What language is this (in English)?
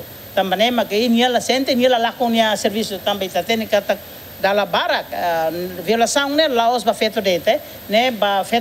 Tetum